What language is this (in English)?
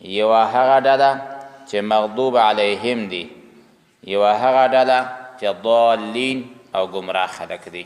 Pashto